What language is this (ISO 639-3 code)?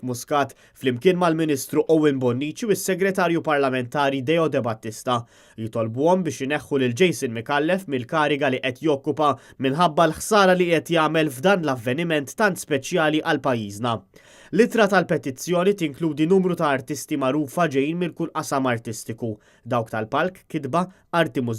mlt